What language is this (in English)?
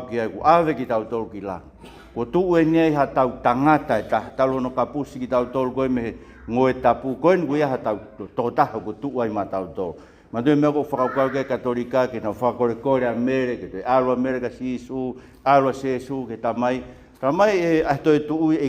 Tongan